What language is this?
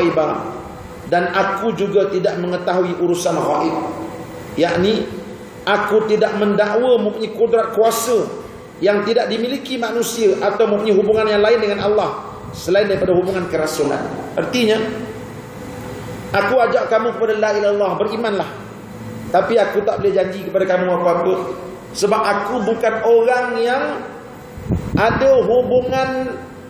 Malay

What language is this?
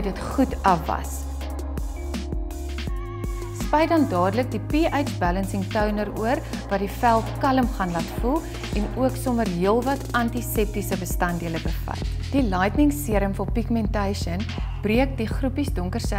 Afrikaans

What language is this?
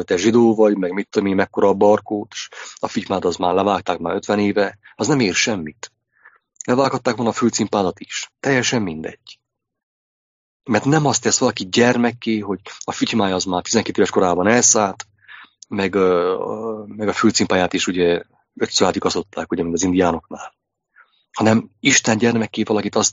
Hungarian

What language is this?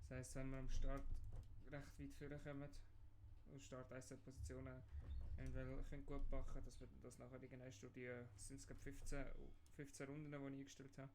Swiss German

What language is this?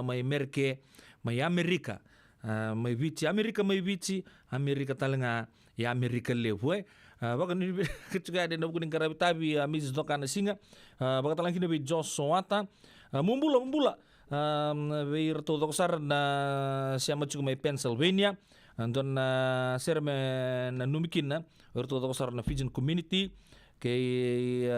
Fijian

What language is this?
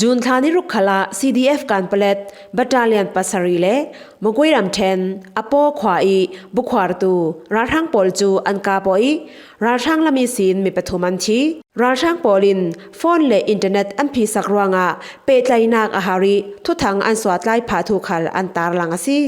Falam Chin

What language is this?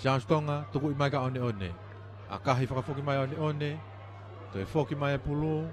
Tongan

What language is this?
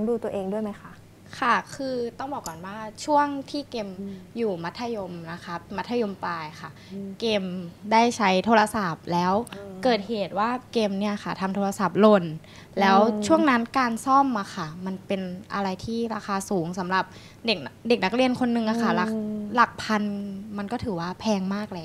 Thai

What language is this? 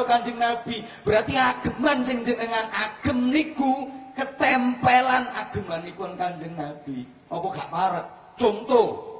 Javanese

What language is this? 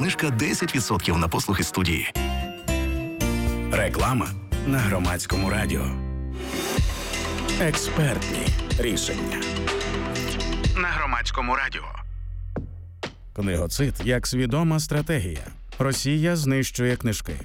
Ukrainian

